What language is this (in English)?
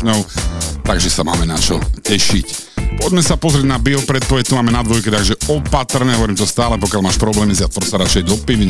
Slovak